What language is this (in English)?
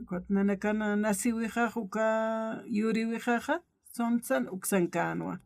Aymara